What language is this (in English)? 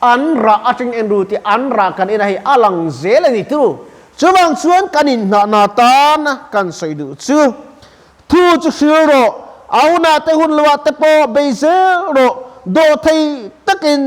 Mizo